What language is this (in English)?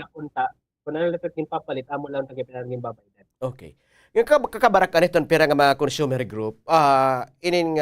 Waray